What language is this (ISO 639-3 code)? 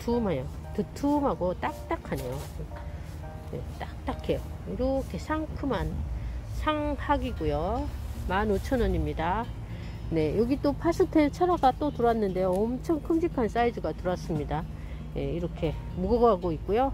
kor